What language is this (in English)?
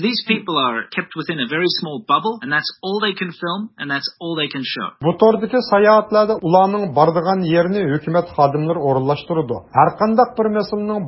Uyghur